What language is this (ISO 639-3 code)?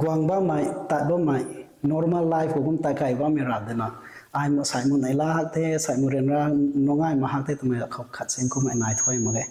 nbu